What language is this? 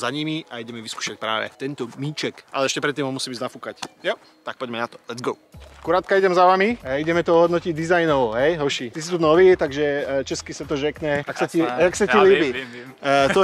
Slovak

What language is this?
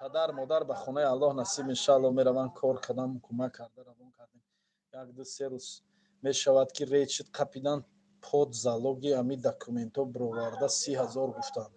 Tajik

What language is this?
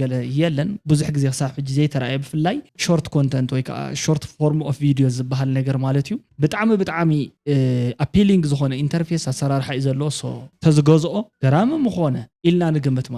Tigrinya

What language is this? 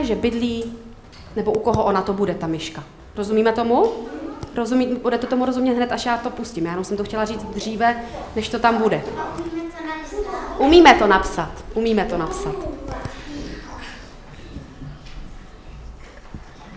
Czech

